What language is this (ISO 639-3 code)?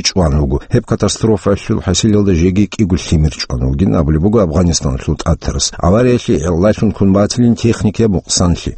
ava